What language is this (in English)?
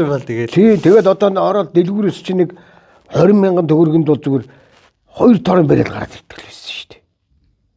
Mongolian